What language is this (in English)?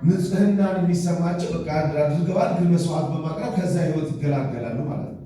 Amharic